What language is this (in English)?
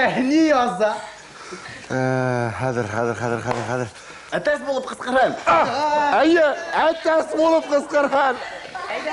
Bashkir